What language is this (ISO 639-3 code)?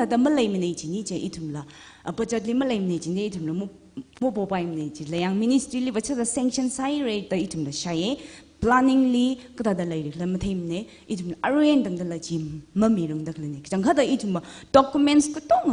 nmf